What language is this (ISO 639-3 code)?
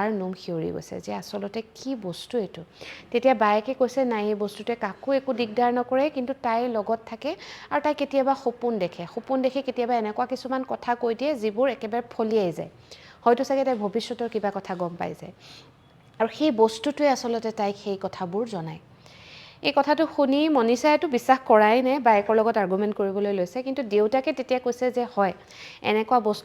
asm